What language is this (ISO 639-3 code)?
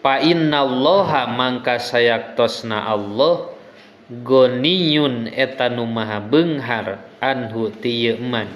sun